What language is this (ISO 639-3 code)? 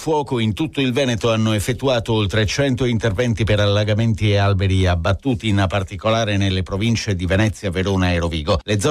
ita